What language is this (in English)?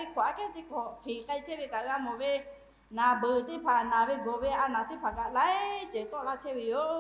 Lahu